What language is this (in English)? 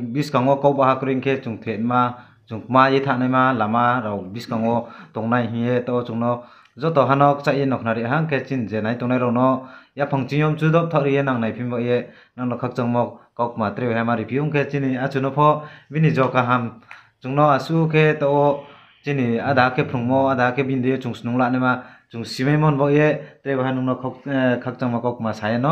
Riang (India)